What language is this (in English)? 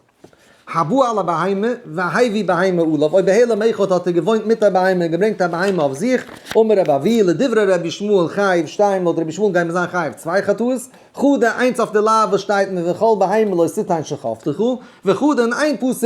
Yiddish